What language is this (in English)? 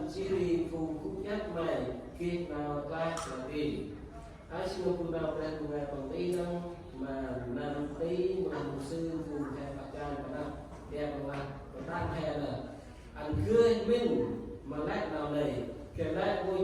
Central Mnong